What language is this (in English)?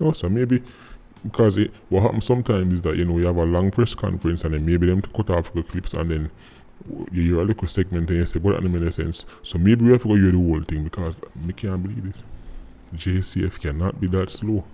Jamaican Creole English